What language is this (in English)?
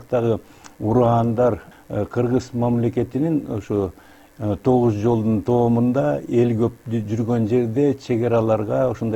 Kyrgyz